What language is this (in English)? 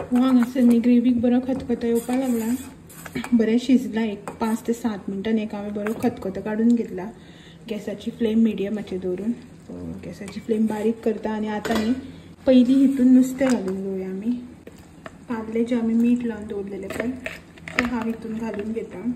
Konkani